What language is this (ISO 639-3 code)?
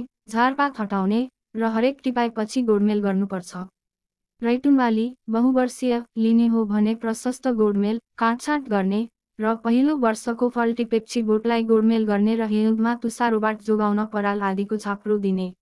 nep